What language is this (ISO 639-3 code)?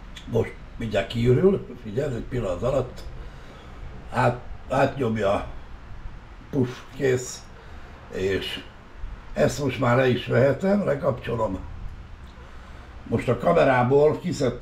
hun